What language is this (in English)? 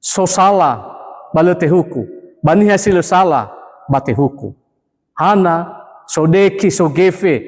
Nias